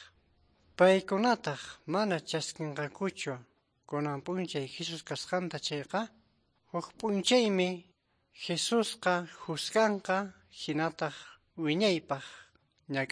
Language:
Quechua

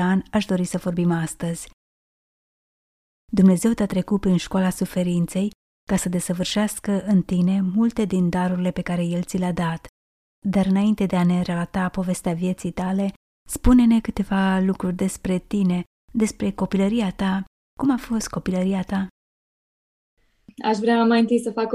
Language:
Romanian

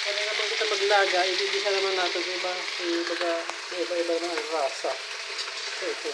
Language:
Waray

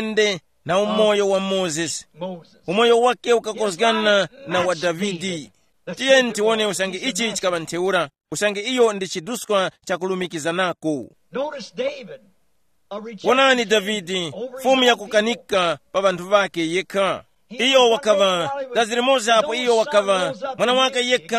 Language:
Tumbuka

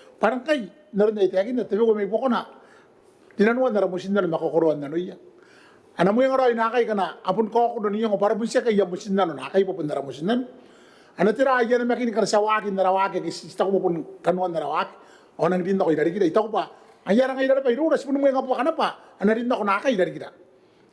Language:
Gilbertese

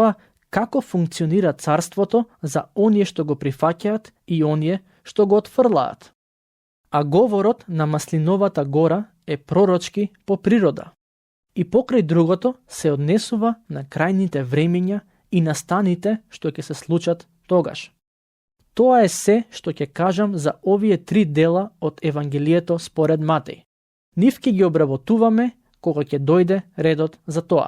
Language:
Macedonian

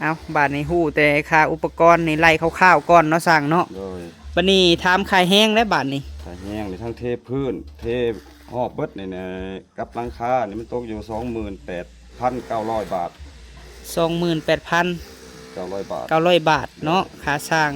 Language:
Lao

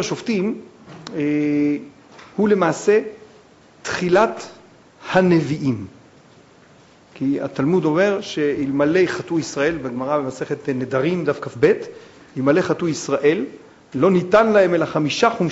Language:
Hebrew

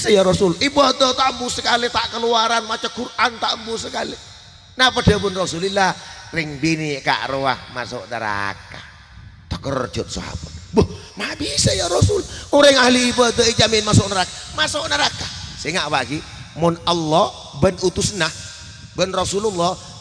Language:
Madurese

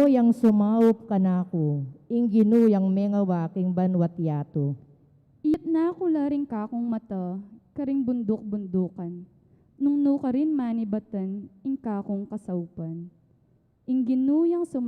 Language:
Pampanga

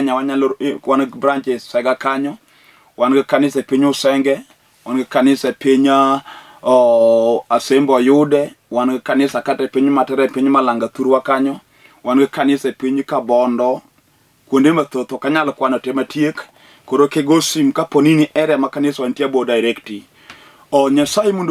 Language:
Luo (Kenya and Tanzania)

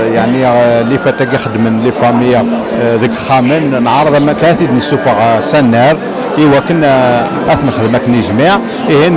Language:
Kabyle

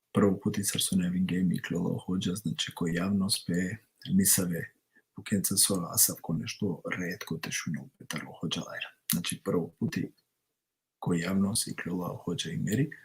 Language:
Balkan Romani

